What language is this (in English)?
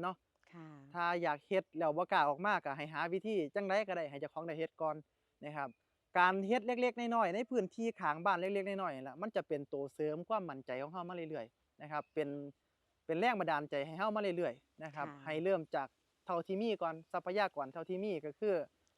Northeastern Thai